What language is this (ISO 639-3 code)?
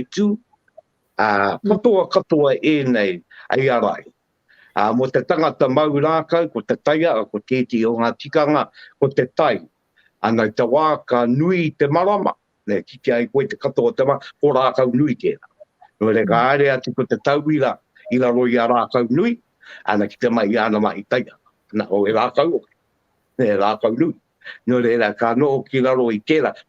mri